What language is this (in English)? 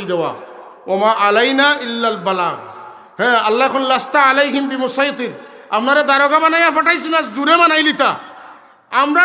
Sylheti